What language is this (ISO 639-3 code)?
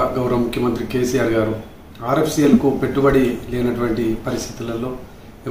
tel